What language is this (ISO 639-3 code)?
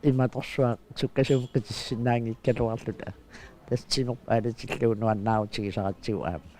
kal